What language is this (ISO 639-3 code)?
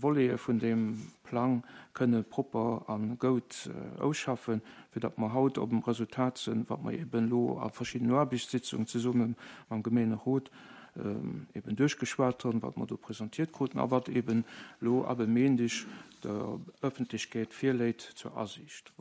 ltz